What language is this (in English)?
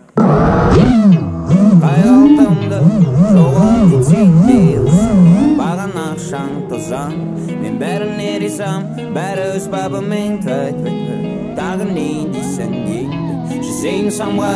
Kazakh